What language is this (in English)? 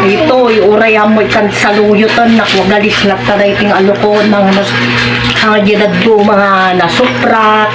Iloko